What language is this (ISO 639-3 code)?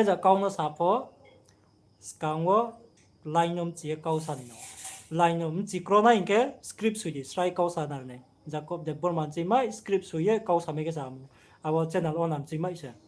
ria